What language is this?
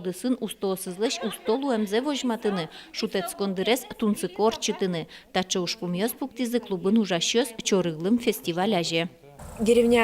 Udmurt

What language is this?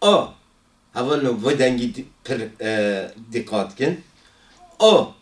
Kurdish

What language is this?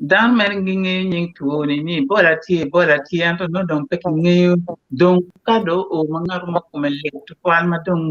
Acoli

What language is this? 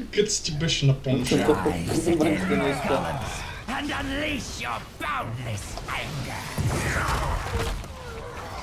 Bulgarian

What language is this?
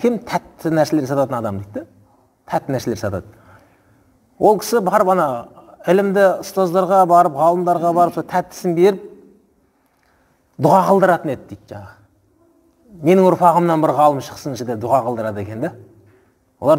Kazakh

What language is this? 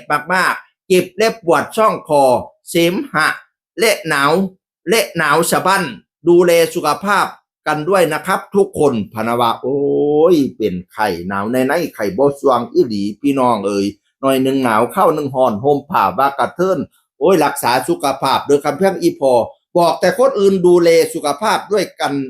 Northeastern Thai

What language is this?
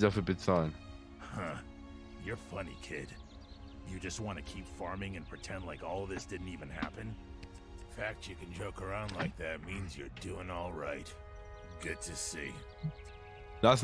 German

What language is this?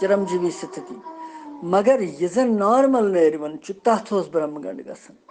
Kashmiri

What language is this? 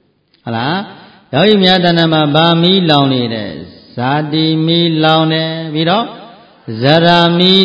Burmese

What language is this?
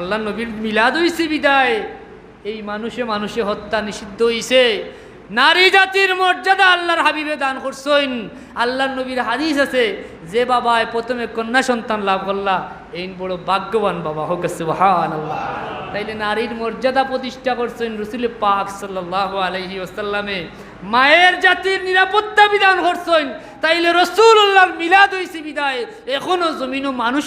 Sylheti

